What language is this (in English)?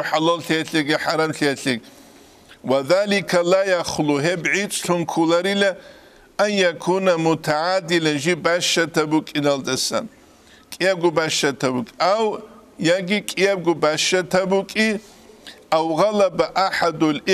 Avaric